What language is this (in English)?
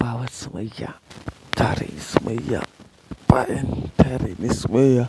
Hausa